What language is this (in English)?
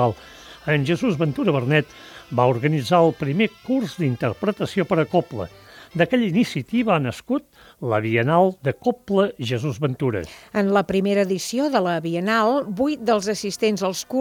Catalan